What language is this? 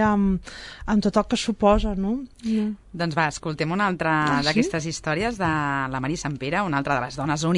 Catalan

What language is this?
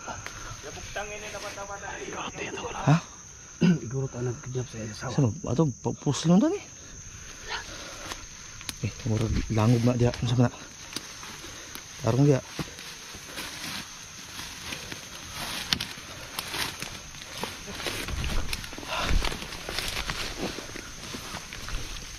Filipino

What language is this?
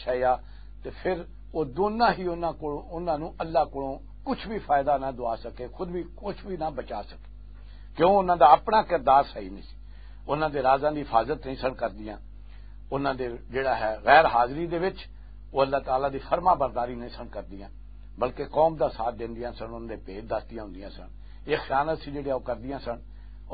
Western Panjabi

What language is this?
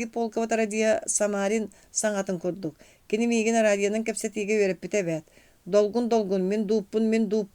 Yakut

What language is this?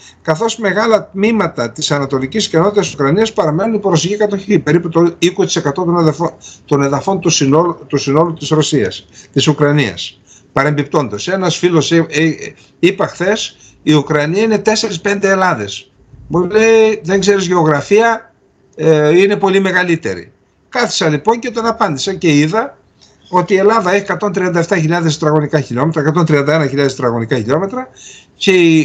Greek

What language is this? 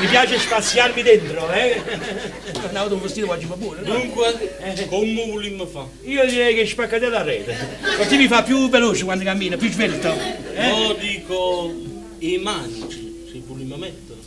Neapolitan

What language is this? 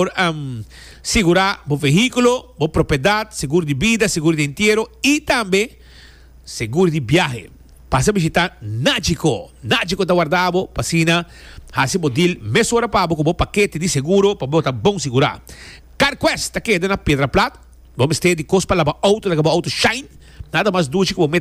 Papiamento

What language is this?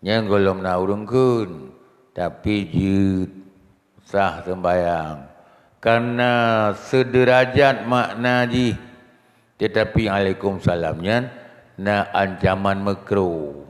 Achinese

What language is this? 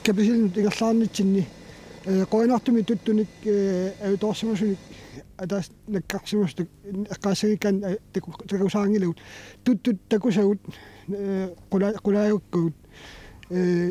Kalaallisut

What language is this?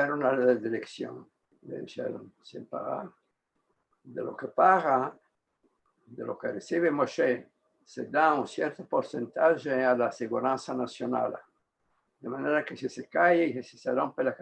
Ladino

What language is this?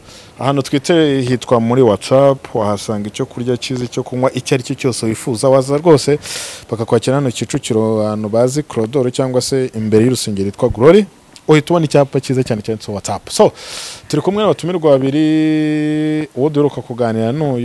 Kinyarwanda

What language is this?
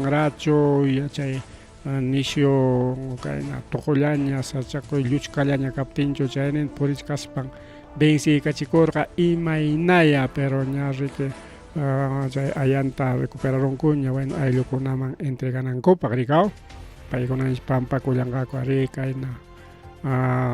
Ayacucho Quechua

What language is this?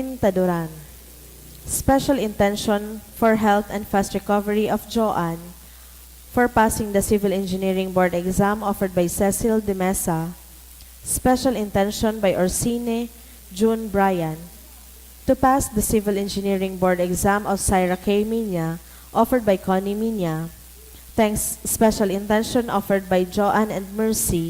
Bikol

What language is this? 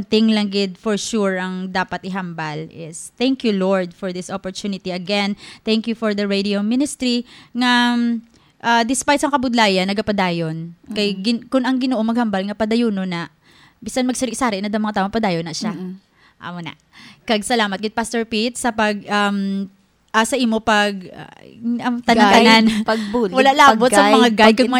Hiligaynon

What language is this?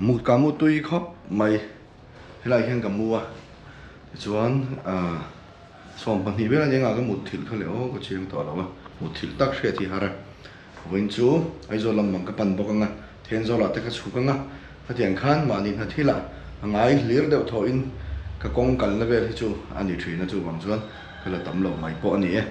Mizo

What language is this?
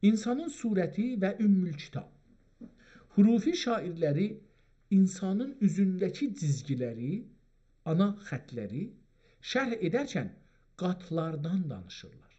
South Azerbaijani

